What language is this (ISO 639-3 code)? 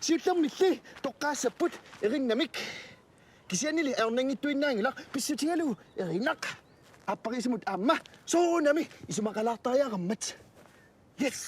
kal